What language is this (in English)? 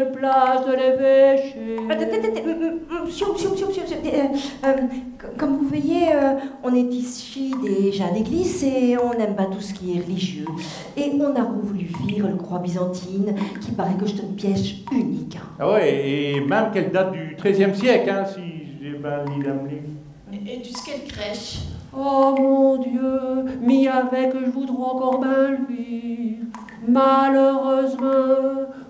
Picard